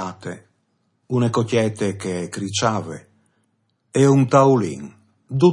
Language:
Friulian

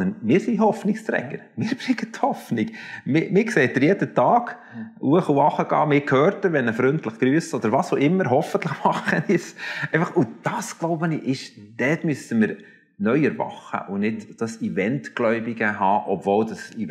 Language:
Swiss German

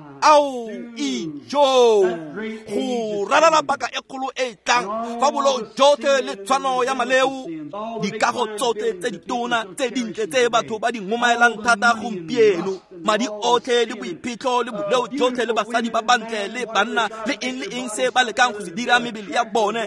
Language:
Tswana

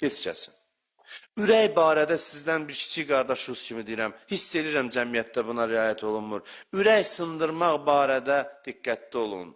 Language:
Azerbaijani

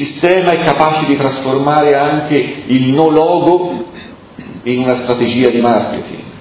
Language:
Italian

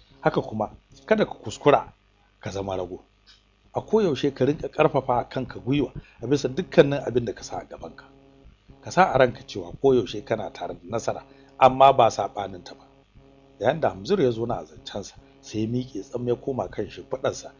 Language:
Hausa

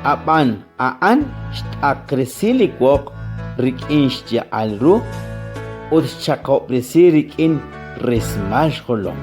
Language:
Kekchí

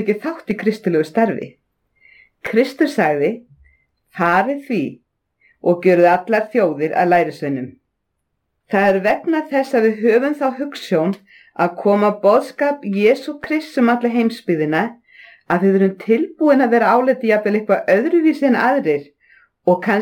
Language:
Icelandic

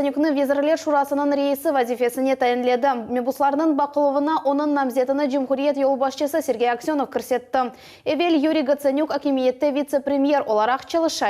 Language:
Crimean Tatar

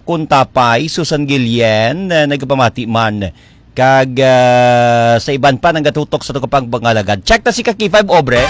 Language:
Hiligaynon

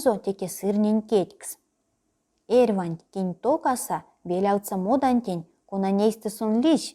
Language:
Erzya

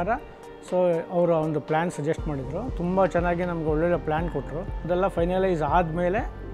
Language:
Kannada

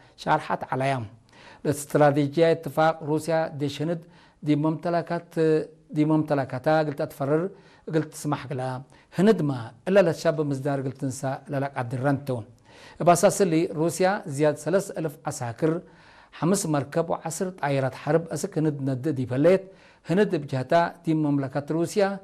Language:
Tigre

